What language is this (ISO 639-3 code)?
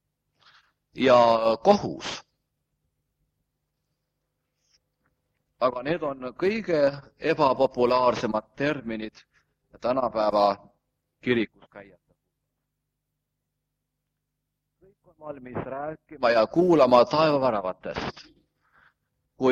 est